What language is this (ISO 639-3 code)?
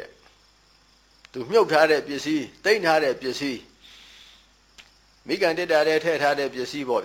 mya